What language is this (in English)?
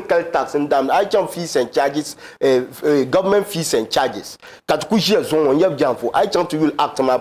Dagbani